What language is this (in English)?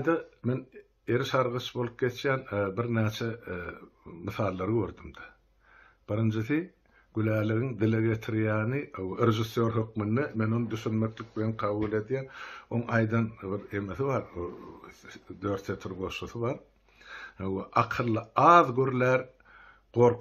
Turkmen